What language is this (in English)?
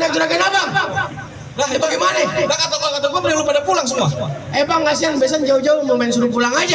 Betawi